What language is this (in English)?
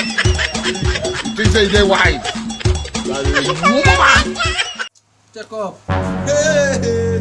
Nigerian Pidgin